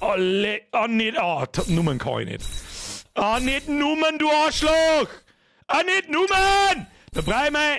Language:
Bavarian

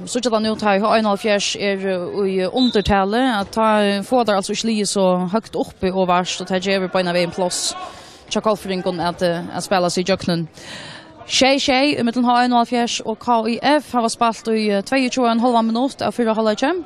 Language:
Faroese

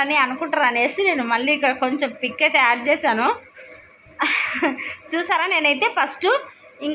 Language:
Telugu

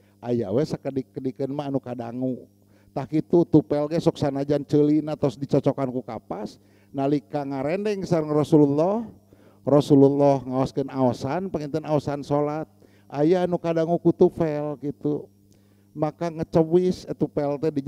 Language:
Sundanese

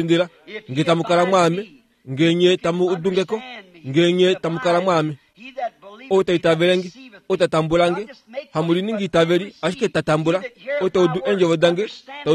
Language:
Kuanyama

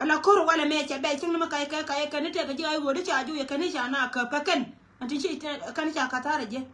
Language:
Nuer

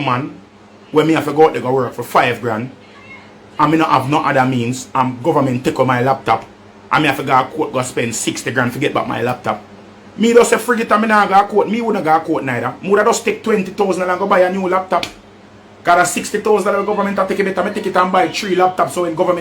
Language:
Jamaican Creole English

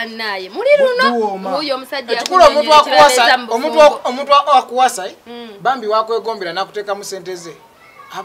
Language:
Ganda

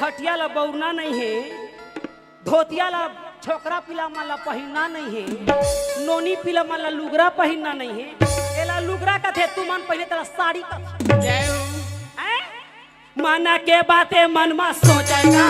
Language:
Chhattisgarhi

